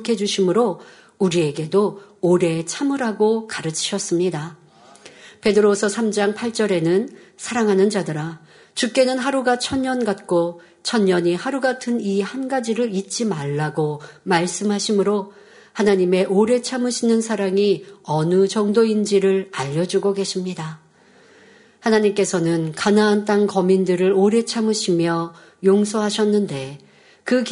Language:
Korean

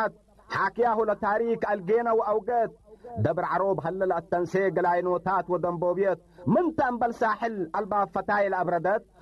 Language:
Tigre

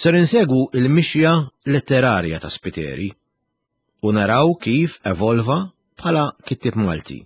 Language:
Maltese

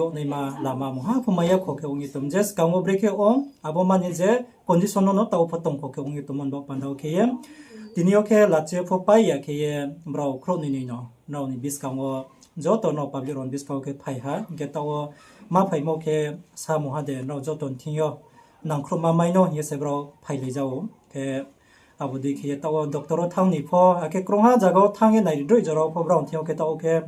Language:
Riang (India)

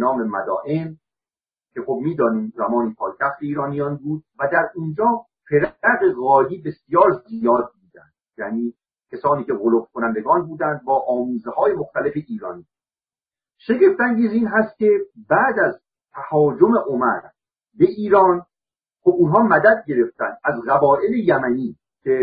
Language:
Persian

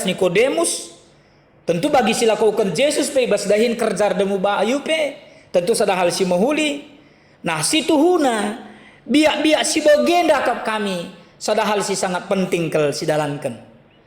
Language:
Batak Karo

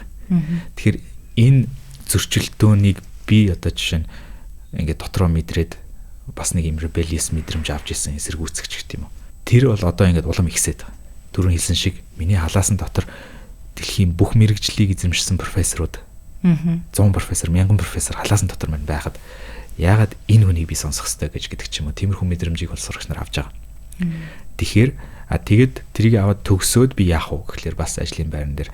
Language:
Mongolian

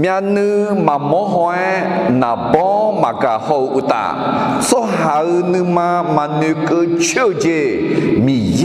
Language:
Akha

